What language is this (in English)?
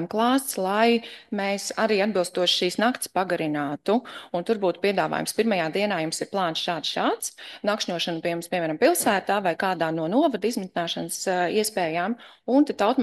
Latvian